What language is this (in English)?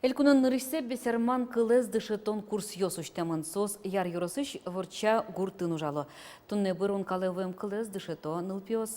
Udmurt